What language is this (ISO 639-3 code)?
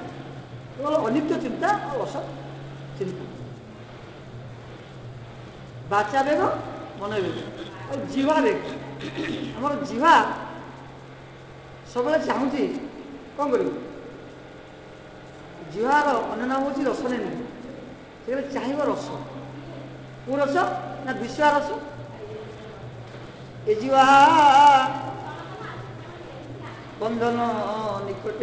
ori